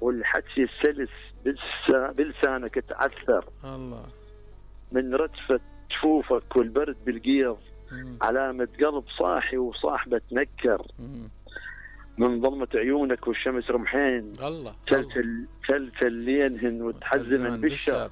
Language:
Mesopotamian Arabic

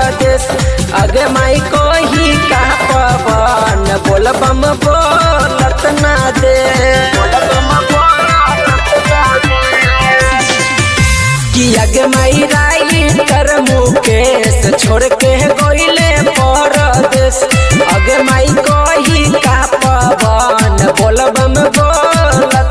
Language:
Bhojpuri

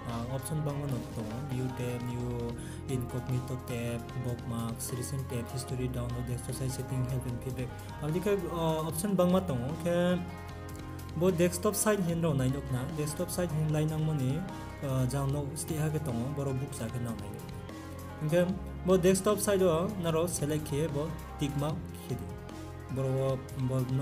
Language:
Riang (India)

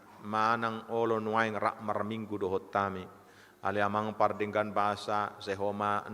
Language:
Batak Toba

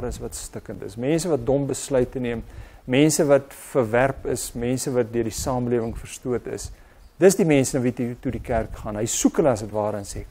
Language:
Afrikaans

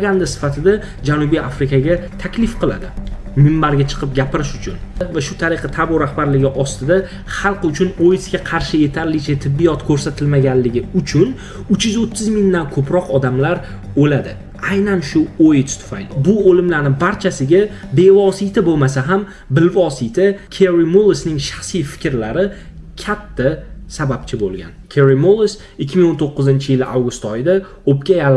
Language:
Uzbek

